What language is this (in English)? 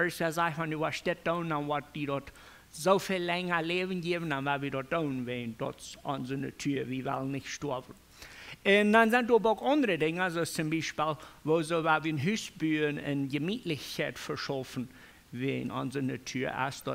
Plautdietsch